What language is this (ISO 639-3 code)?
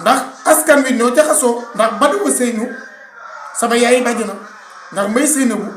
wol